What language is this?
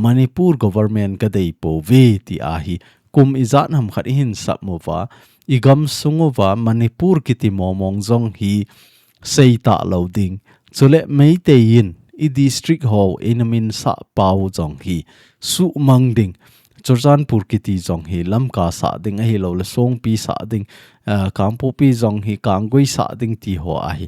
Thado Chin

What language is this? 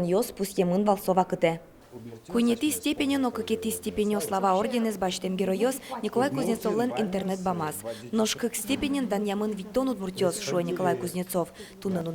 Udmurt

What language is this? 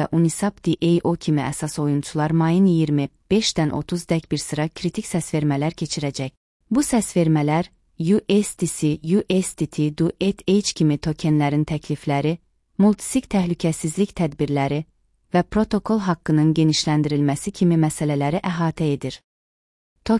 Azerbaijani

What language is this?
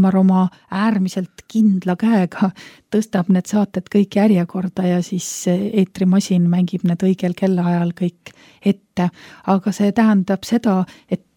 Estonian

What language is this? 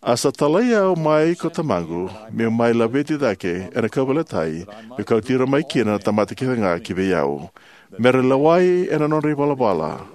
Fijian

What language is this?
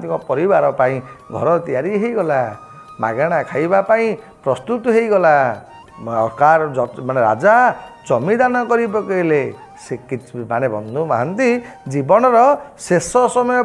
Odia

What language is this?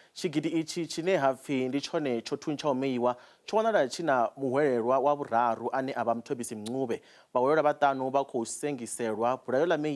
Venda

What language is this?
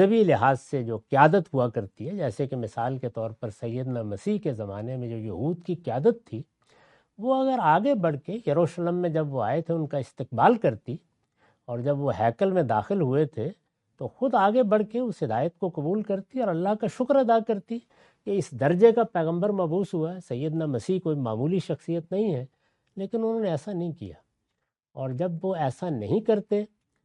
Urdu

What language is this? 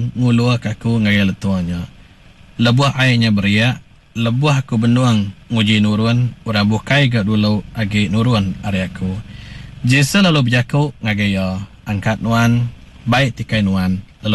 Iban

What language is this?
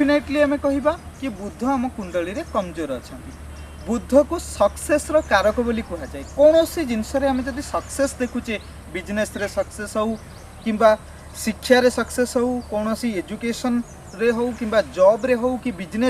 Odia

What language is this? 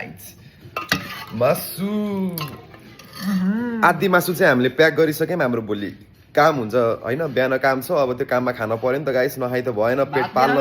Nepali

